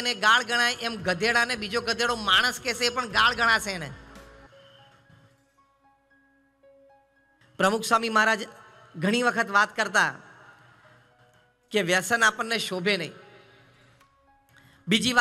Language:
Gujarati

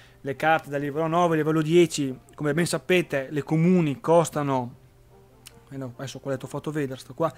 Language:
Italian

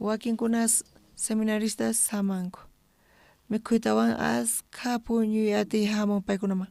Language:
South Bolivian Quechua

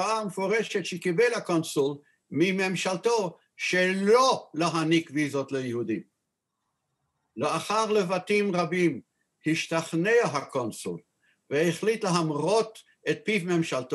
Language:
Hebrew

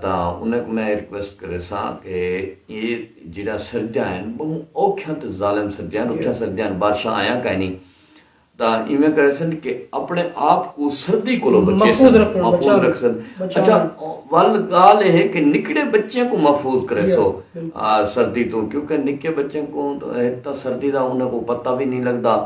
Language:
Saraiki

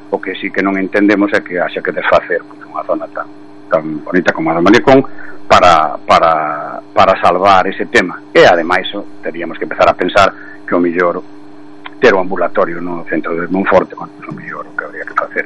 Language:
Galician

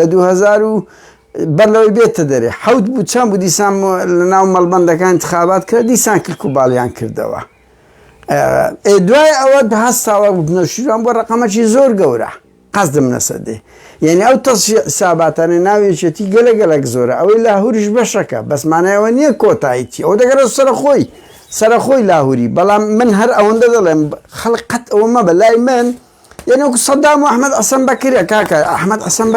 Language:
Central Kurdish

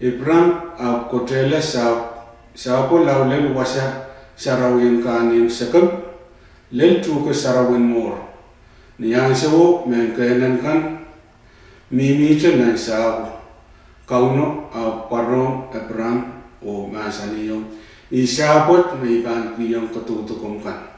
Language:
Pohnpeian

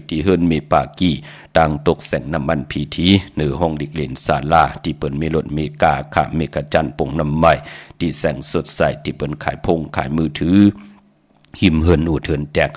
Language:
Shan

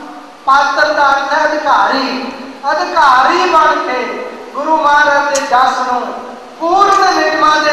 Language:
Punjabi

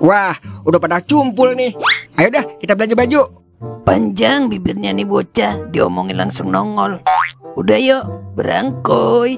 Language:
Betawi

